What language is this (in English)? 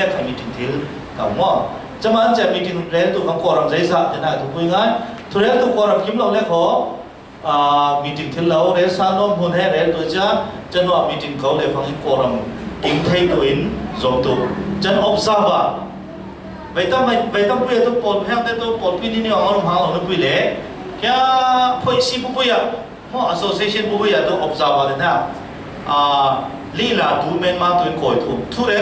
Falam Chin